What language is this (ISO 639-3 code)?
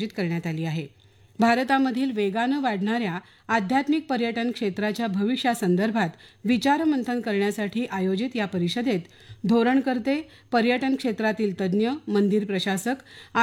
mar